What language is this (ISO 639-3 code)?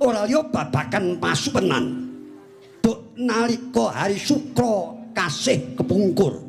jav